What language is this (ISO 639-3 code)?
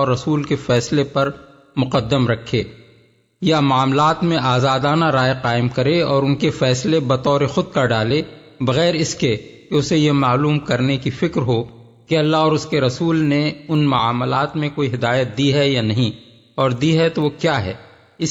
urd